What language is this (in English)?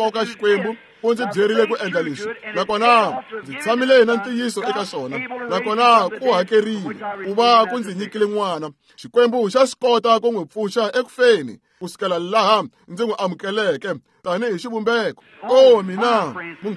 Tsonga